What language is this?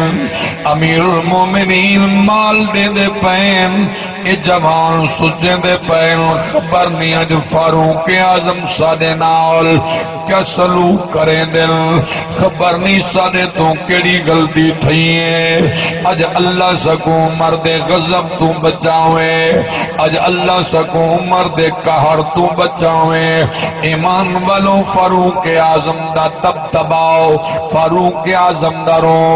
Saraiki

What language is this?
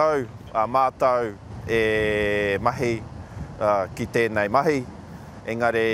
Māori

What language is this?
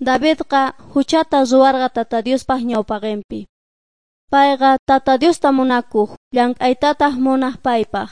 South Bolivian Quechua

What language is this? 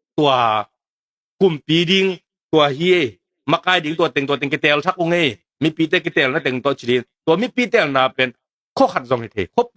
Tedim Chin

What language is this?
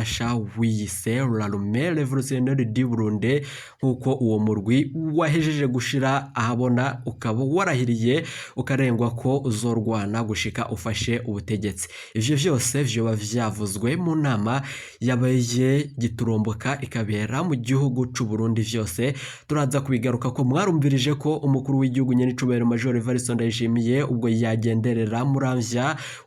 Rundi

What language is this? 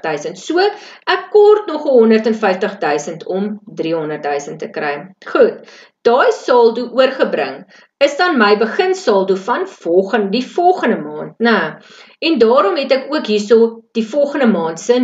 Afrikaans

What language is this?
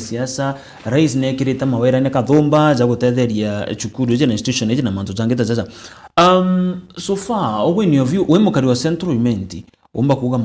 Meru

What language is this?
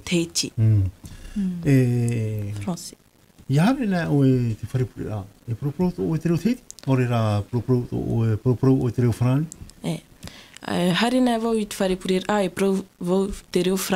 Tahitian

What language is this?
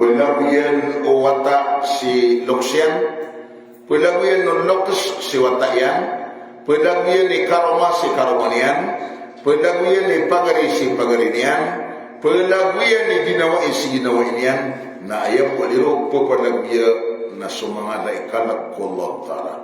Maranao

